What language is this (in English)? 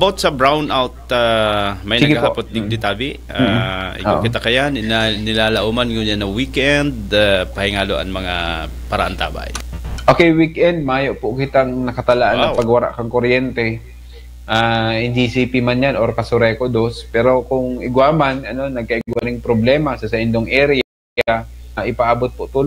Bikol